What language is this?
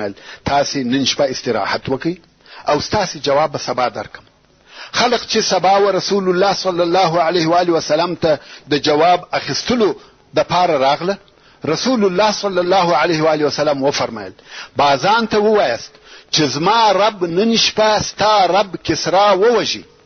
Pashto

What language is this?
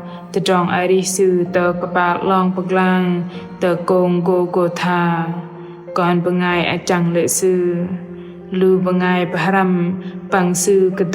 Bahnar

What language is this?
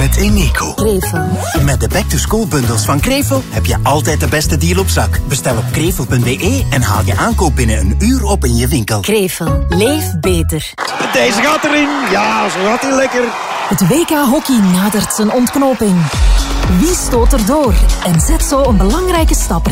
Dutch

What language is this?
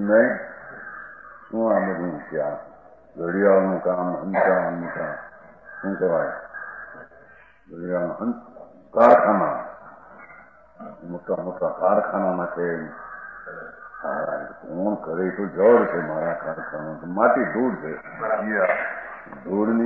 Gujarati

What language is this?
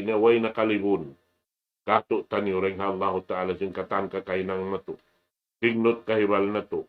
Tausug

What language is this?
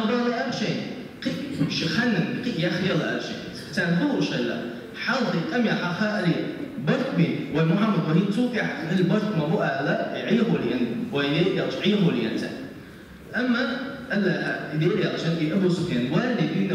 Chechen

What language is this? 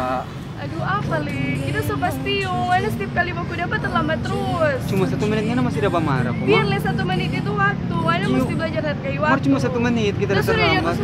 Manado Malay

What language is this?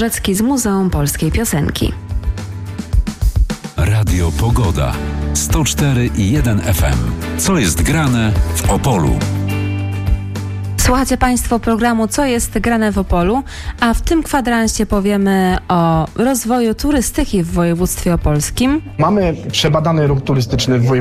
Polish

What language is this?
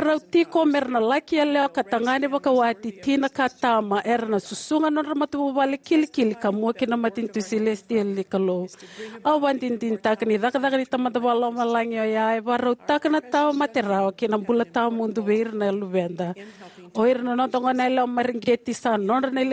Fijian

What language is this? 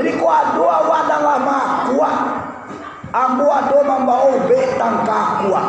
Minangkabau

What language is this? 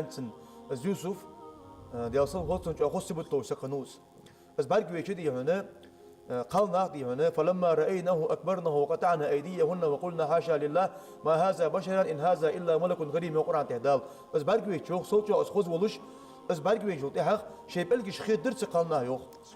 Ingush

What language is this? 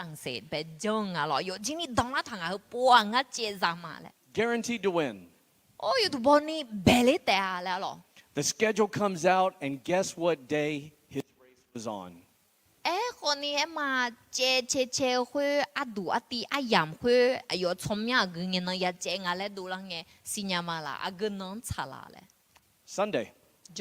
Akha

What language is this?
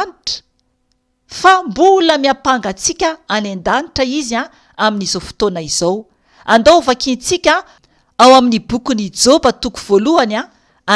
Malagasy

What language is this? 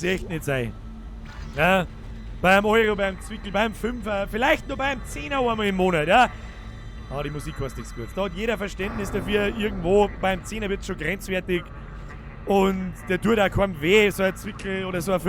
Bavarian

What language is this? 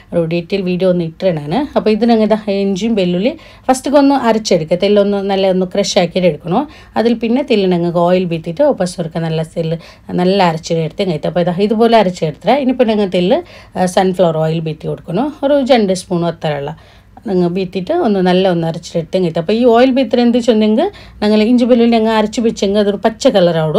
Malayalam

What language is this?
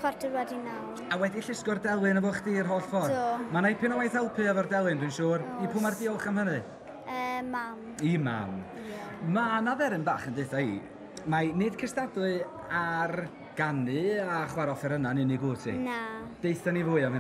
Welsh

